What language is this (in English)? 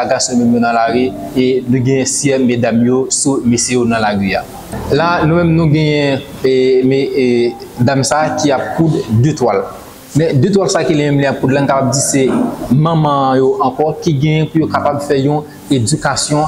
Haitian Creole